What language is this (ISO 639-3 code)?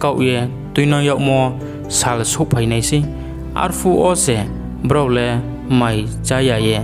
ria